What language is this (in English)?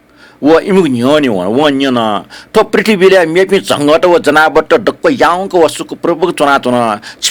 Newari